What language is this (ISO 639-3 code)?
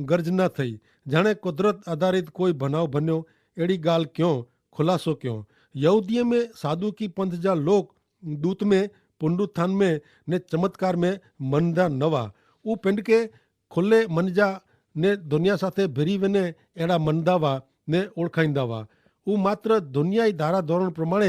kfr